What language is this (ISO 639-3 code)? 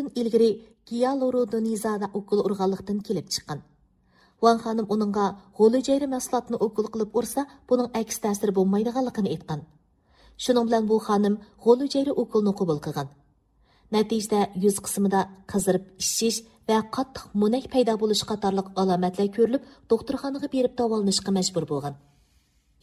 uig